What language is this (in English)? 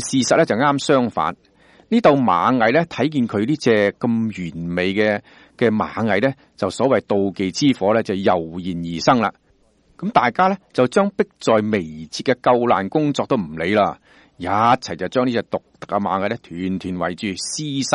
Cantonese